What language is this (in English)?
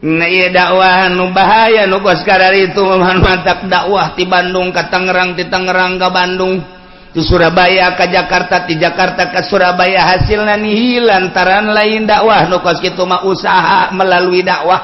Sundanese